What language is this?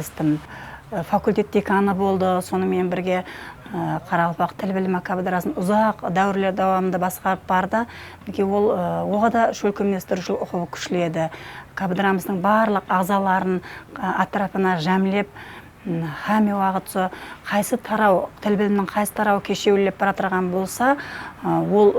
Kara-Kalpak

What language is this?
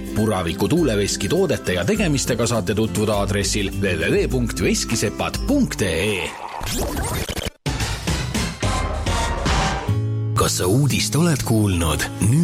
Estonian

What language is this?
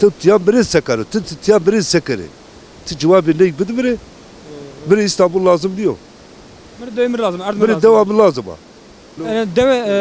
Zaza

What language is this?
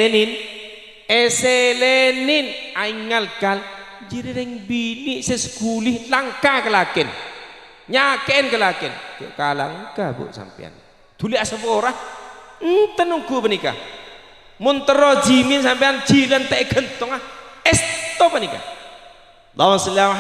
Madurese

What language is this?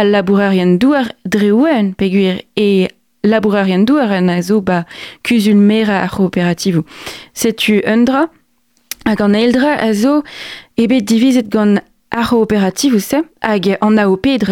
Breton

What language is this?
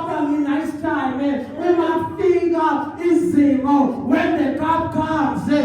Zulu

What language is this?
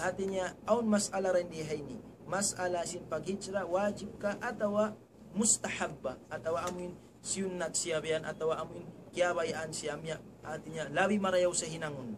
Tausug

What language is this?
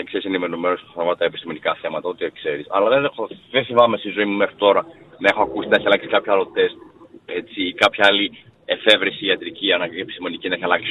Greek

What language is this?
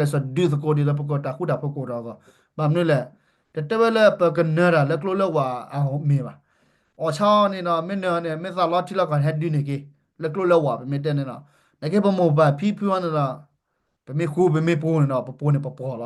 S'gaw Karen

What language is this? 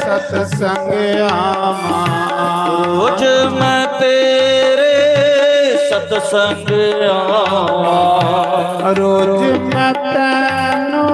Dogri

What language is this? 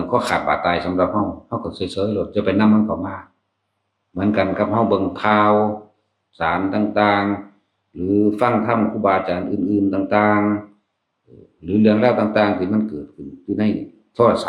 Northeastern Thai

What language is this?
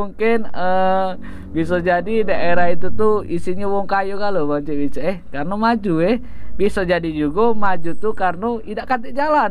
Musi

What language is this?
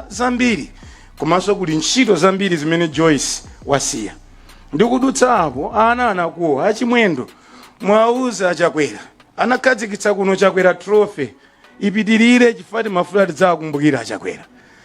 Nyanja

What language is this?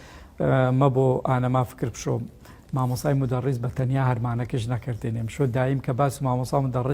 Gurani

